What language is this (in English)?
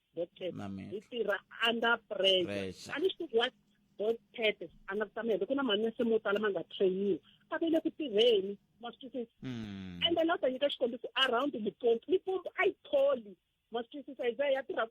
Tsonga